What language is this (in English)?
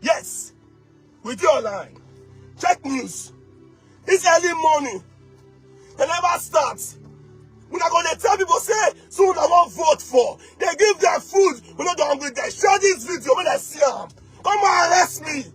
Nigerian Pidgin